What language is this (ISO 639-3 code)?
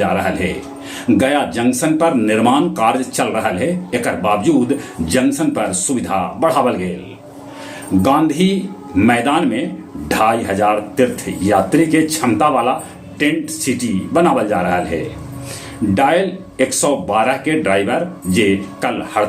mag